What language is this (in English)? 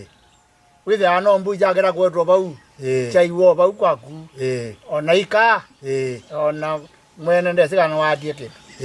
Kamba